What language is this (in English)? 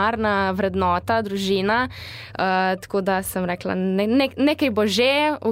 Slovenian